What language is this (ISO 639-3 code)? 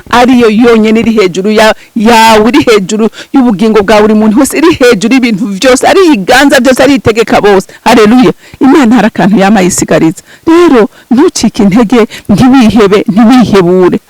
run